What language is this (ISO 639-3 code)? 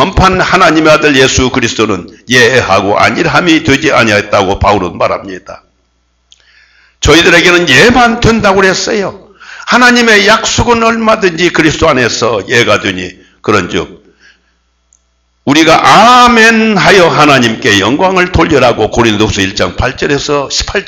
kor